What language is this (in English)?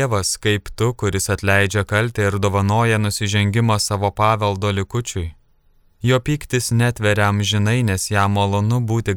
Lithuanian